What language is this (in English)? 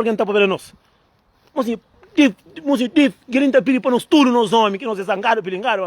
Kabuverdianu